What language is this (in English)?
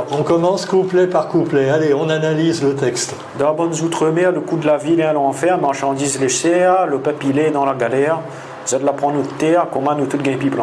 Réunion Creole French